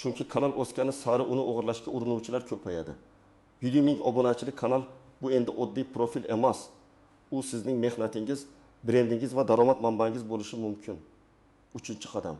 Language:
Uzbek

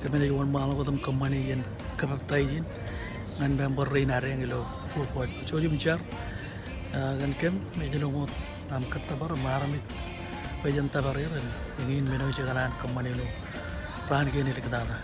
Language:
Marshallese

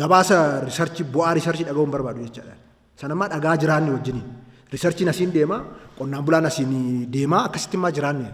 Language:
Oromo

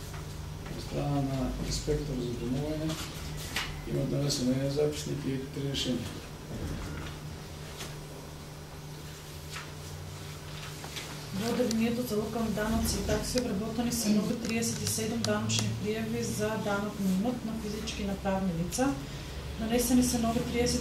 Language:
Macedonian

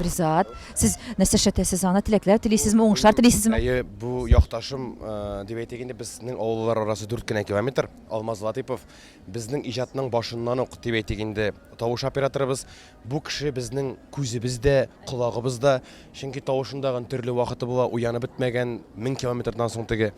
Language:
Tatar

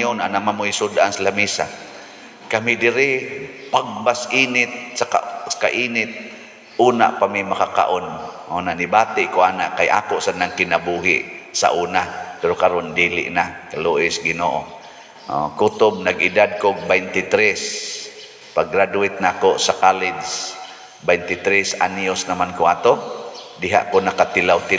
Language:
Cebuano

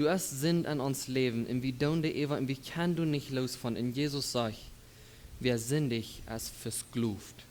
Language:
Plautdietsch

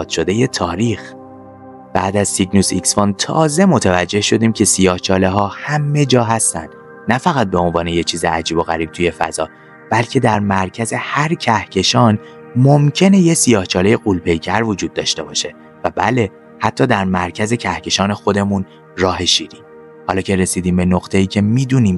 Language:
Persian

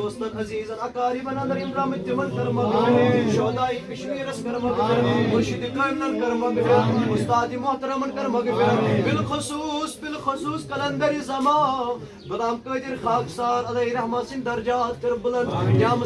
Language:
Kashmiri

